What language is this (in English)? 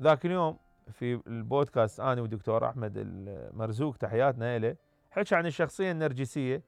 Mesopotamian Arabic